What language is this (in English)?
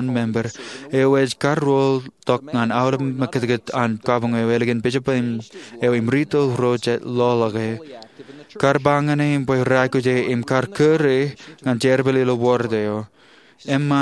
Marshallese